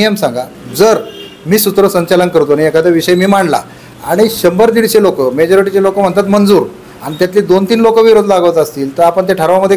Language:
Marathi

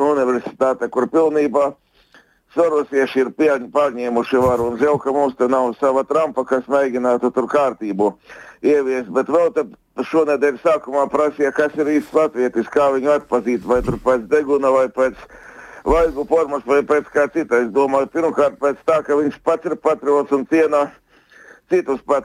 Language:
Latvian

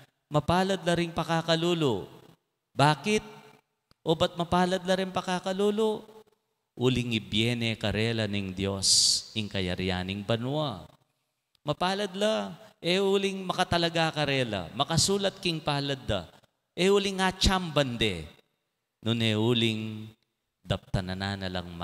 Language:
Pampanga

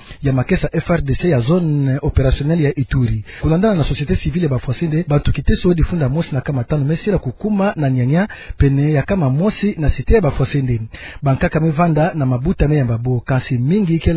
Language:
Kituba (Democratic Republic of Congo)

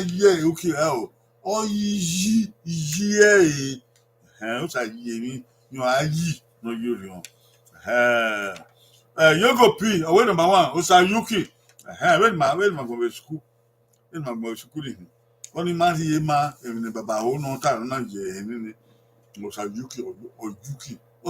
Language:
Bini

